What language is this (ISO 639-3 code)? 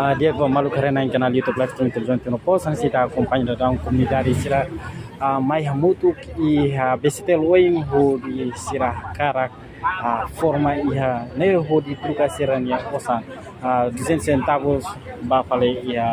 tet